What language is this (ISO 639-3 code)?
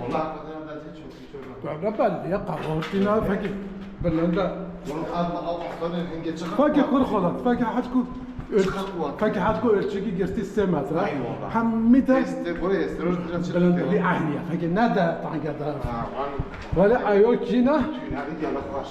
kur